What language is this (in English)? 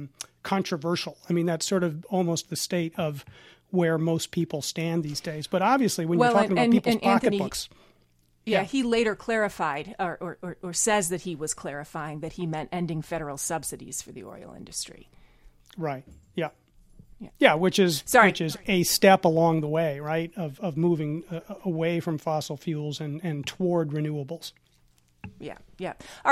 English